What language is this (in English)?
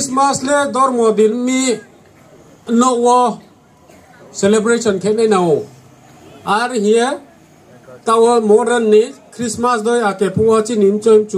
Riang (India)